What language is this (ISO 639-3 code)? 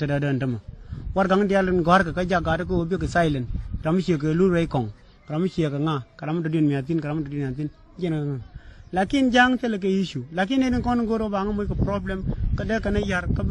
nus